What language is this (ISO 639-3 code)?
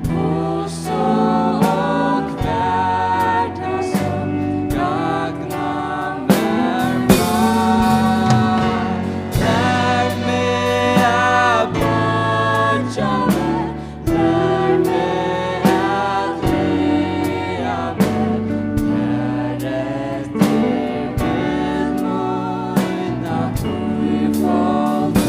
fao